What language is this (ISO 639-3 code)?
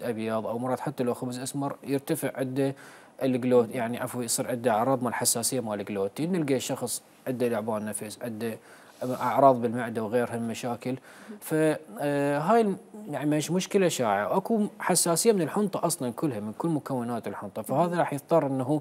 acm